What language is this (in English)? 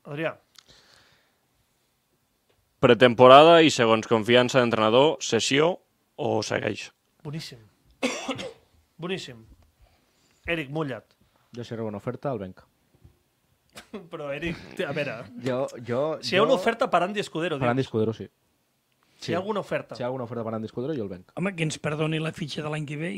Catalan